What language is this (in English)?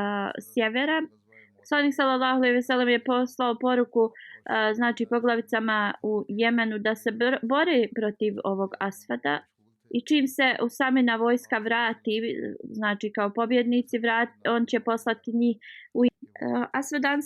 Bosnian